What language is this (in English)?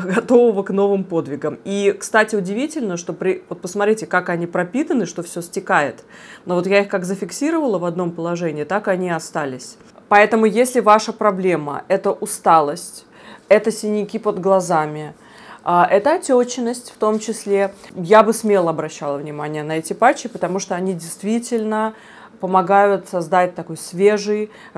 Russian